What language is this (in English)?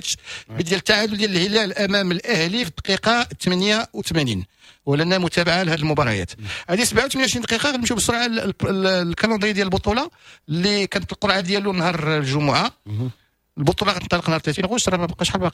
Moroccan Arabic